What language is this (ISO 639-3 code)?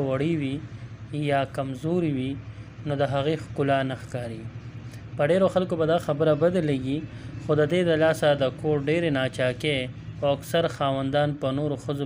pus